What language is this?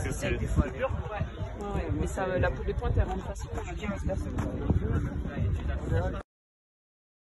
French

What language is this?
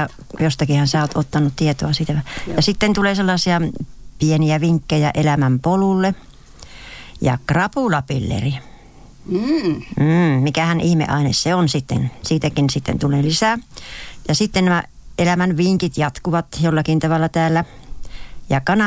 Finnish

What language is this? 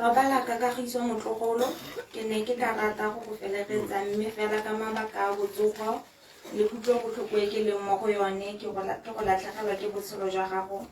Tswana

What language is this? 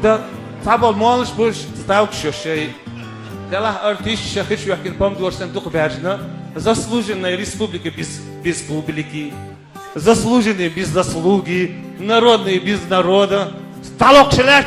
Chechen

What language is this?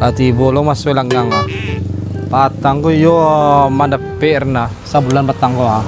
Minangkabau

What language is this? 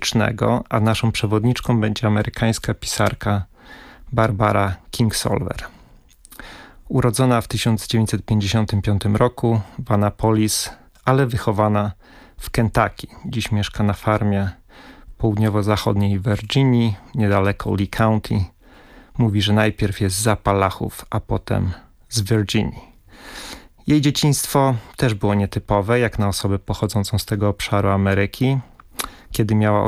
Polish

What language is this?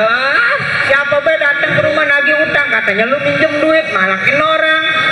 Betawi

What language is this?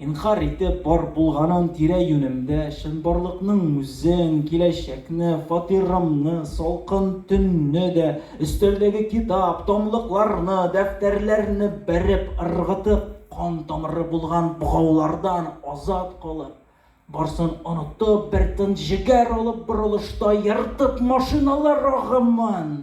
Tatar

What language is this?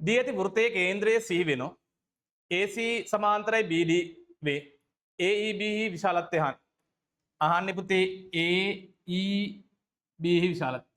Sinhala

